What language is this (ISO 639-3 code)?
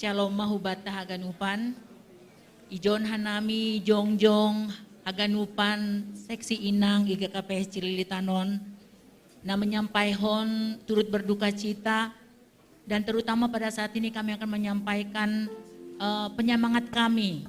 bts